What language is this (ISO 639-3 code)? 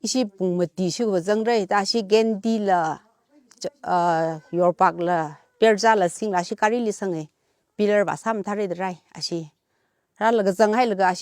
nmf